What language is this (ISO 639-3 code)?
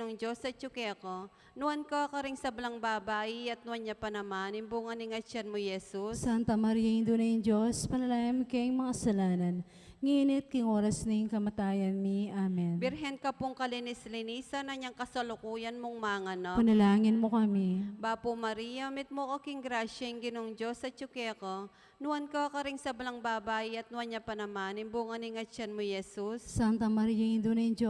pam